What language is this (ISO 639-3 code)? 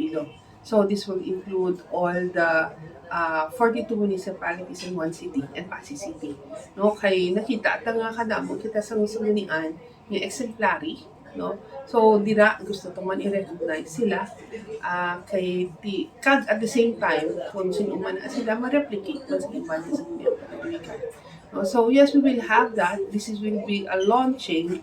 hil